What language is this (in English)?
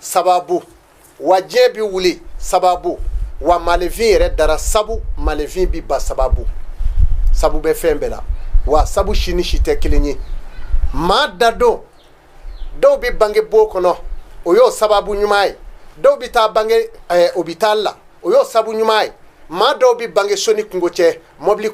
Bambara